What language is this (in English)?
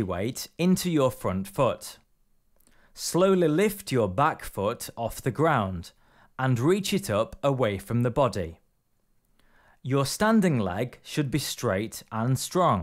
English